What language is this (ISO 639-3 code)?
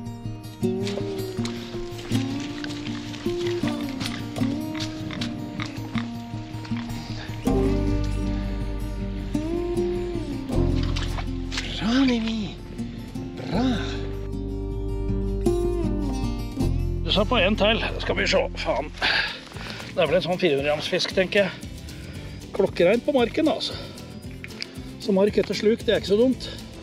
nor